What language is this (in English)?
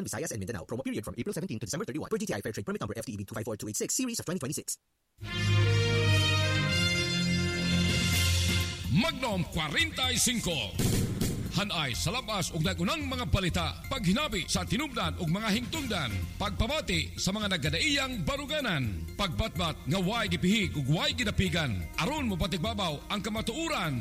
Cebuano